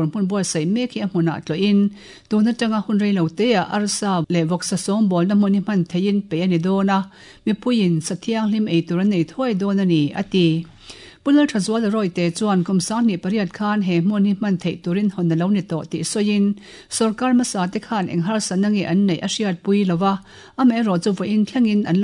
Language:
Mizo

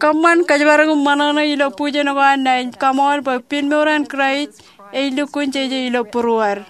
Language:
Marshallese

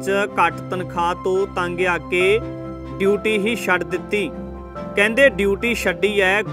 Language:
Punjabi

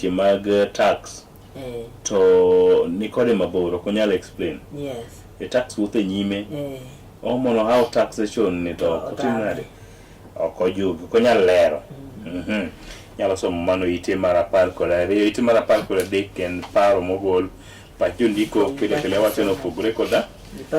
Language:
Luo (Kenya and Tanzania)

